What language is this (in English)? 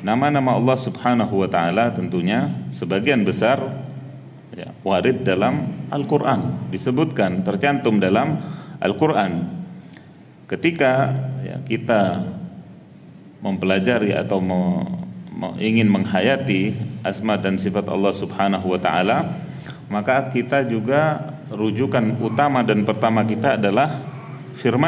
Indonesian